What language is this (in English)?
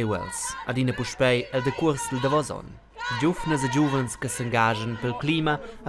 Romansh